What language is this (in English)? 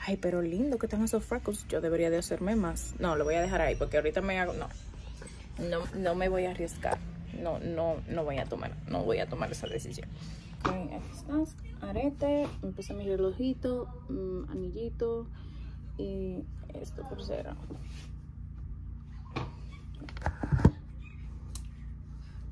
Spanish